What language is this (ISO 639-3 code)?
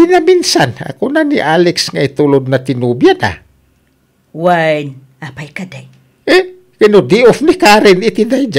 ilo